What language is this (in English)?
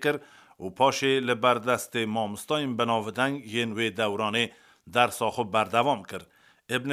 Kurdish